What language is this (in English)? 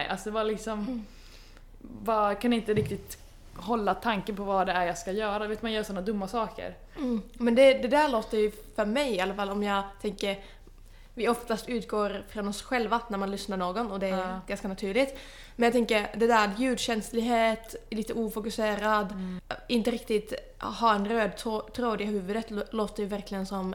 Swedish